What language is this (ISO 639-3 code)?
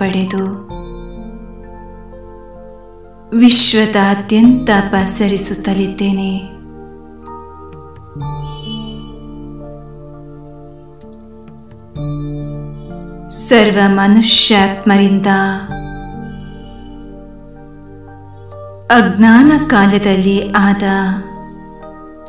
kan